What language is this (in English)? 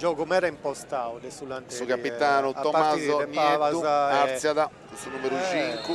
Sardinian